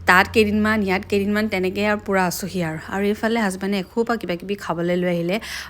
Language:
Assamese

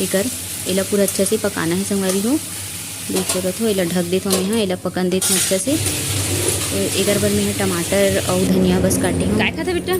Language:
Chhattisgarhi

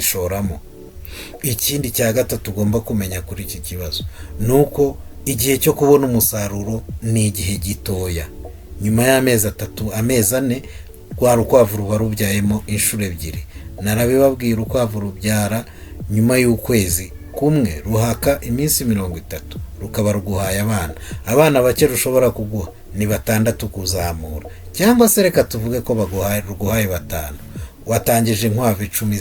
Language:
Kinyarwanda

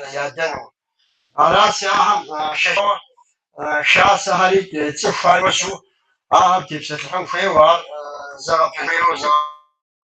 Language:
Kabardian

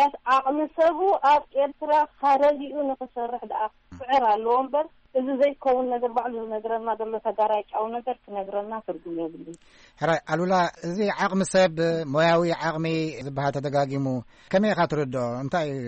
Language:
Tigrinya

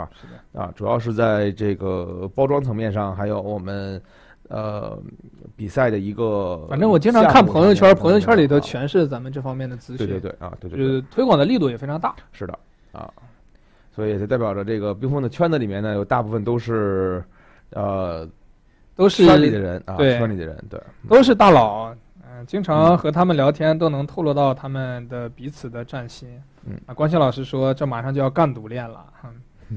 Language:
Chinese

